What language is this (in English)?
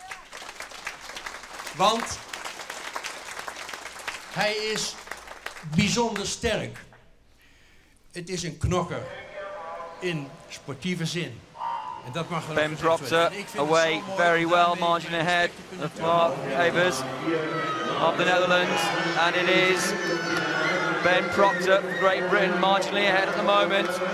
Dutch